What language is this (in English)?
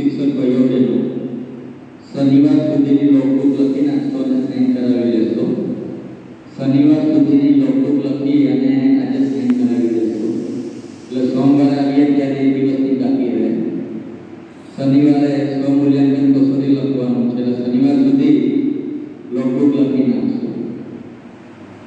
Gujarati